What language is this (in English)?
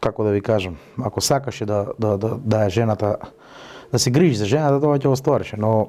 Macedonian